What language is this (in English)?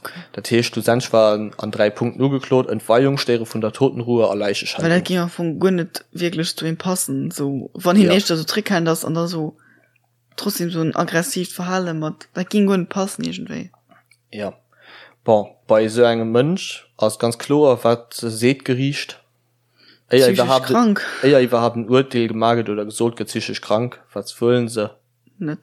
Luxembourgish